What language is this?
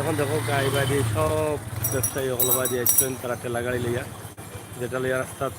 Sylheti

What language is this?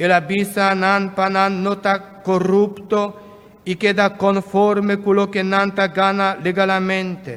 Papiamento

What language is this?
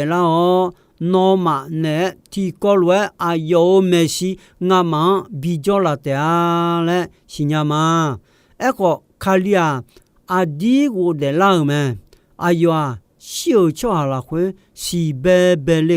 Akha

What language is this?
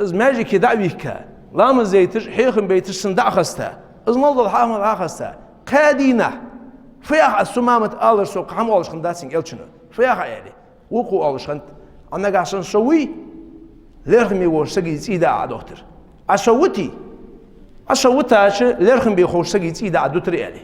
Ingush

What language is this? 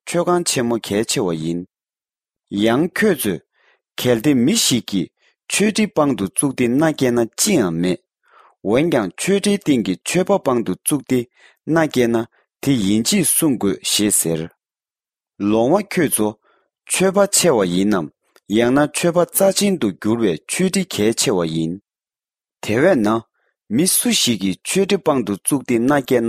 Tibetan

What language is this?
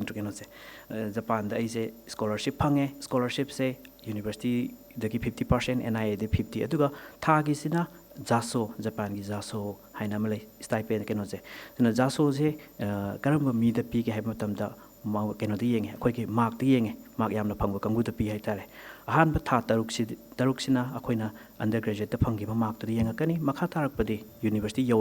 Manipuri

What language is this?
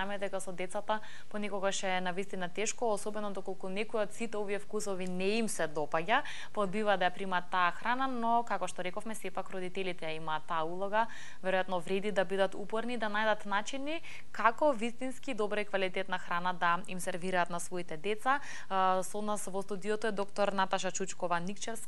Macedonian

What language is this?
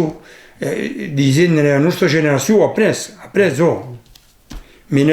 Occitan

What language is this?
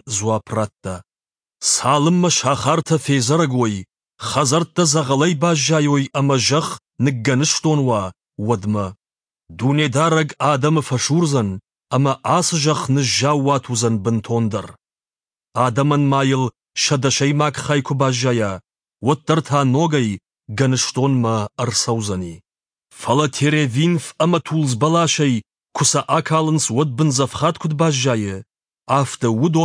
Ossetic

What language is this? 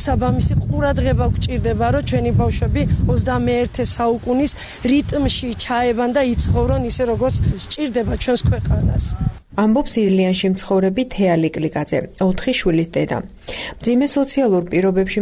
Georgian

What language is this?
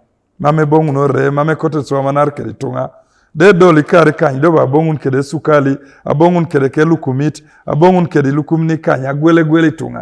Teso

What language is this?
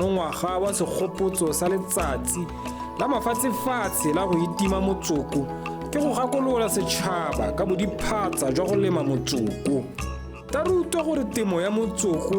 Tswana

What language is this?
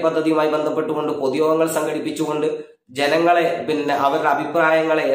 Malayalam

